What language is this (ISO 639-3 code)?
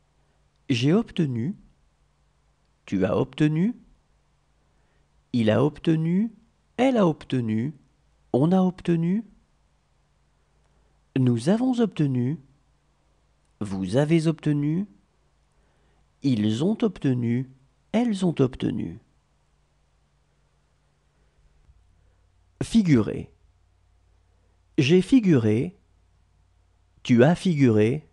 fra